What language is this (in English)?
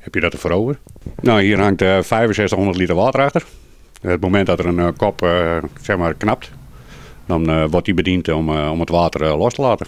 Western Frisian